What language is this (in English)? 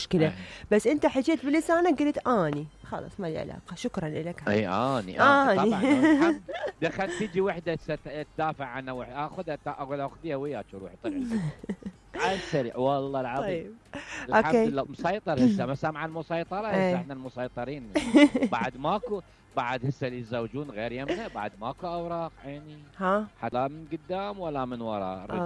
Mesopotamian Arabic